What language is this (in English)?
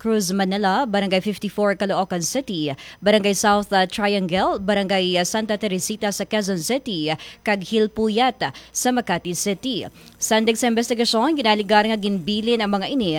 Hiligaynon